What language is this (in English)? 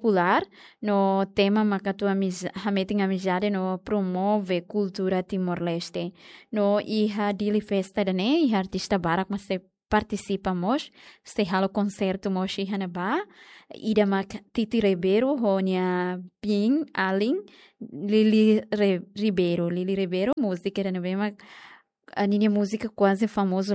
Tetum